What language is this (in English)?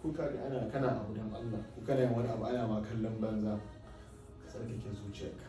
Hausa